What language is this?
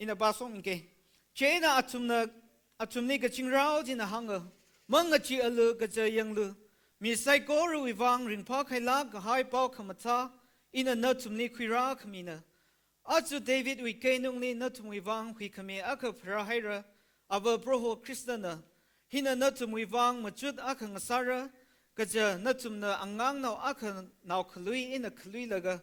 Tangkhul Naga (India)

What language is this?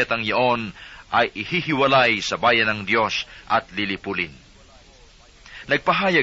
Filipino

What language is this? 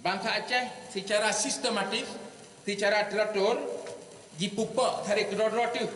Achinese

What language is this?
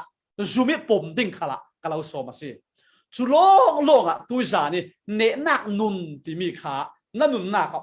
Falam Chin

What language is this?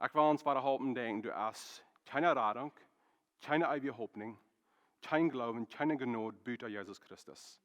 Plautdietsch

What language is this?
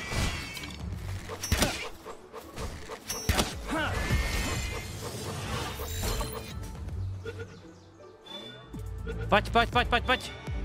Czech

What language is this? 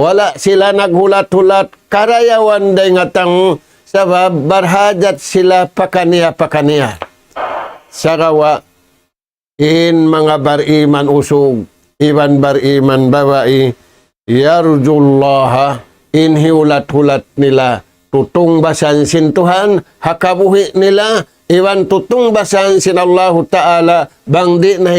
Tausug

